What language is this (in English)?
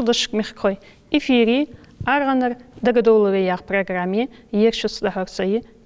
Ingush